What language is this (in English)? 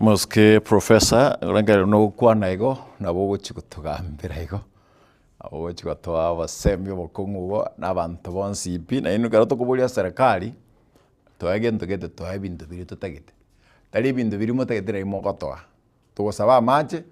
Gusii